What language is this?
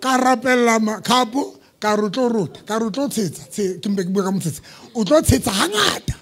Southern Sotho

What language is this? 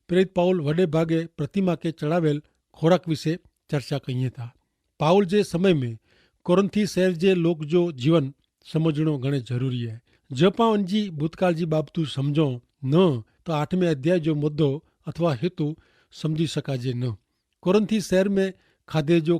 Kachhi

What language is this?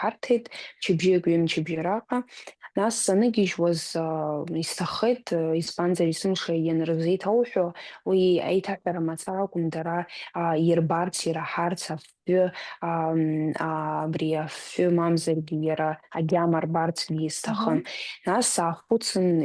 Abkhazian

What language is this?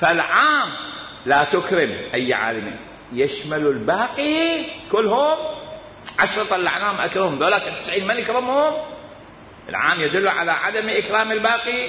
Mesopotamian Arabic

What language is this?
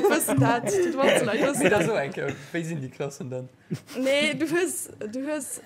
Luxembourgish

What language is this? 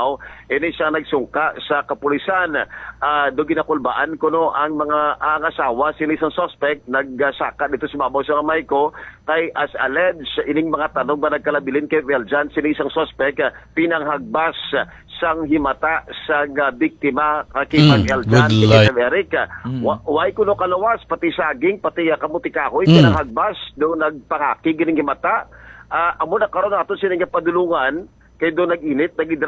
Hiligaynon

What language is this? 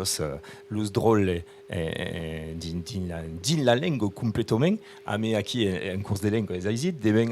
Occitan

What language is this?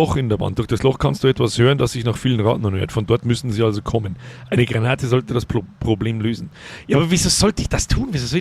Bavarian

